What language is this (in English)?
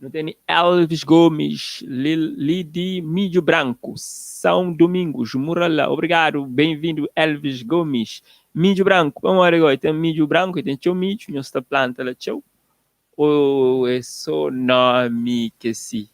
Kabuverdianu